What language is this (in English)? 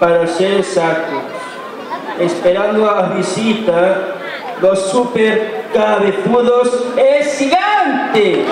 Galician